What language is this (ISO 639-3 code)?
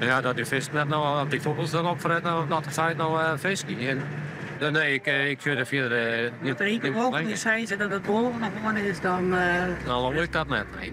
fry